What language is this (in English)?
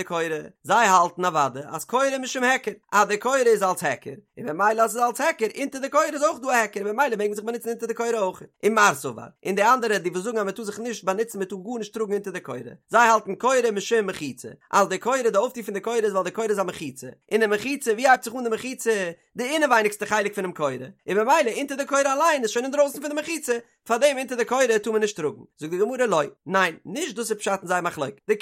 Yiddish